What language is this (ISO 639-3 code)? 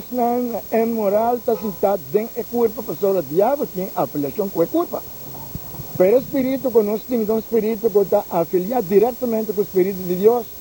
pap